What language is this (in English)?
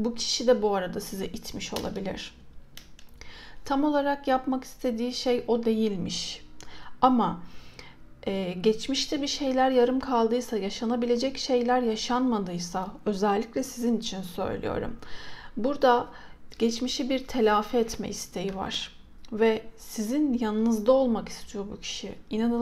Turkish